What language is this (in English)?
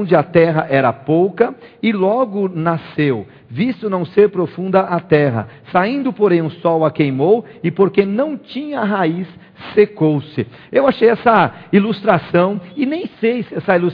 Portuguese